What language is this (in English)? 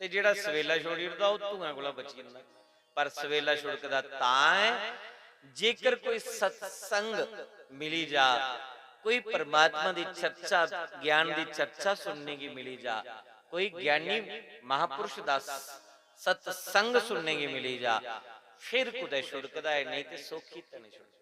Dogri